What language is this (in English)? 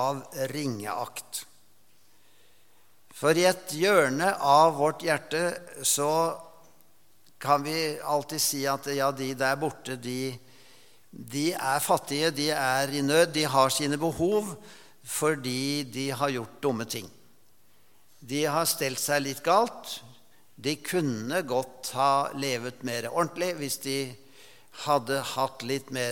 Norwegian